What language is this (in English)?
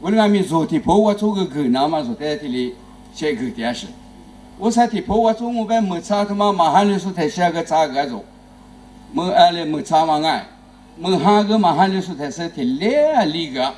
Lisu